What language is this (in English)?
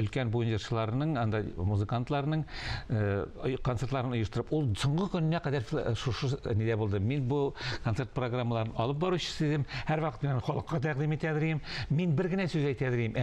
Tatar